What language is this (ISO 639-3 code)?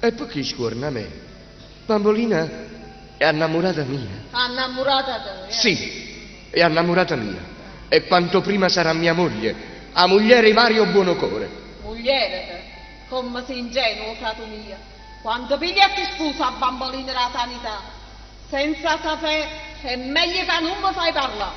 nap